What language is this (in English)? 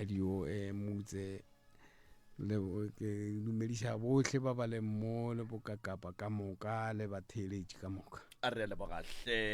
Northern Sotho